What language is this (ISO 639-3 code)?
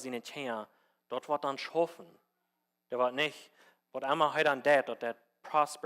pdt